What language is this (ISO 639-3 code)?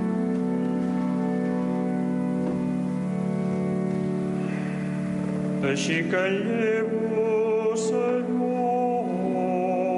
cat